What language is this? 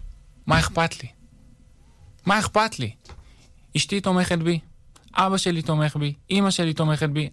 Hebrew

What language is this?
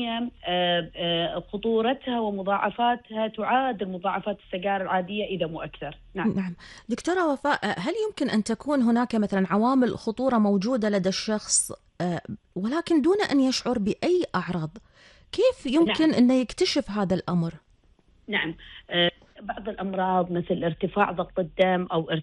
Gulf Arabic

